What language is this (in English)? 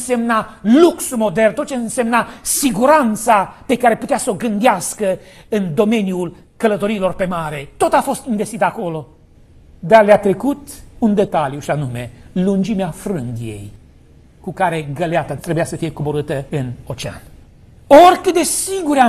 Romanian